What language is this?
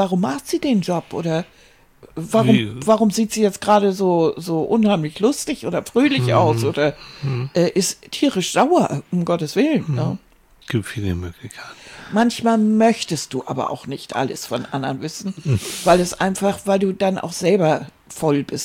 German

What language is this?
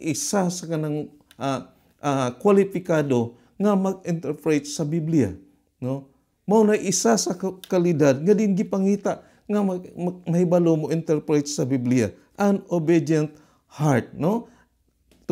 Cebuano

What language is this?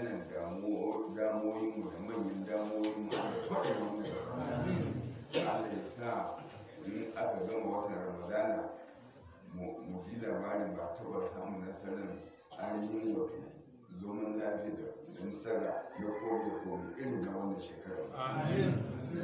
Hausa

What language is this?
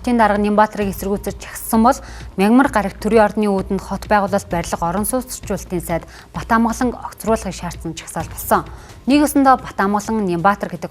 Mongolian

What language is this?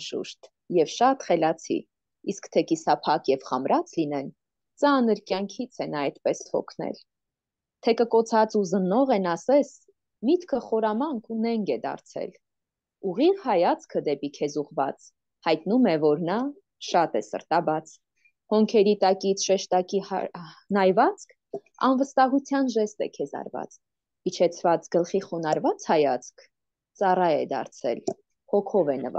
Armenian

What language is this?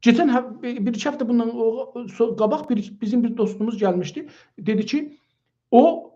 South Azerbaijani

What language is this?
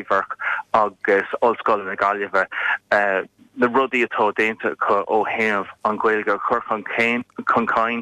Irish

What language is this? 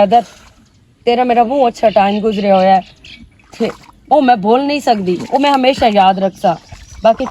Western Panjabi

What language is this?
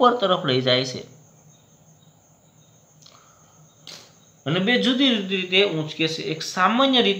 Gujarati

